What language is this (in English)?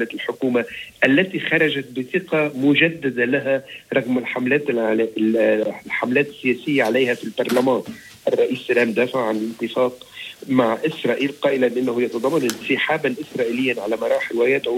Arabic